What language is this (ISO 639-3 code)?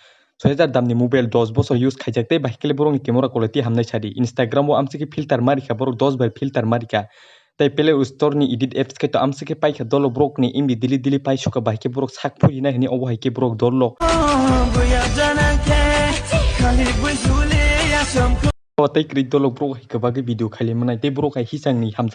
trp